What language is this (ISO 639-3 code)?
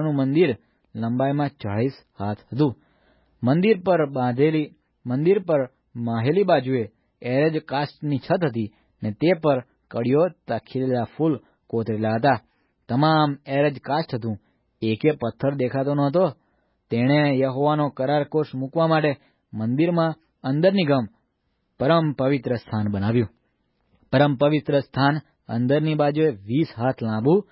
guj